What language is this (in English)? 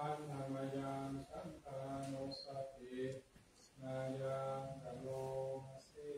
Pali